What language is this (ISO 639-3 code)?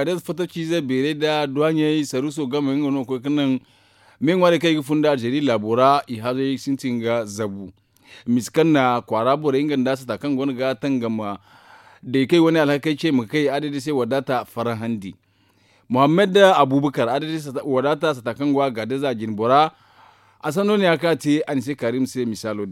dje